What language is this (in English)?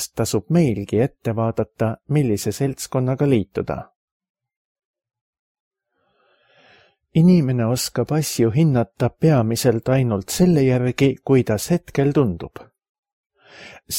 Estonian